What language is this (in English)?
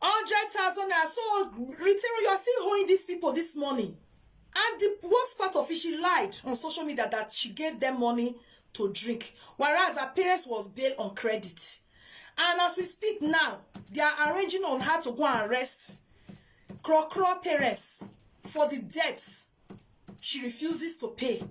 Nigerian Pidgin